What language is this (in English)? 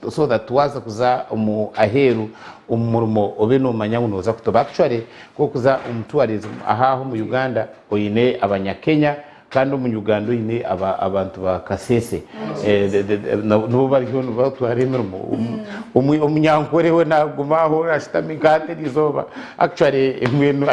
Nyankole